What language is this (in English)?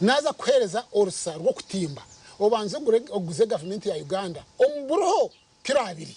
Nyankole